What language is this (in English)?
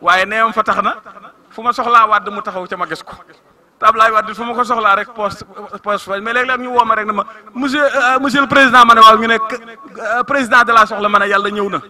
Wolof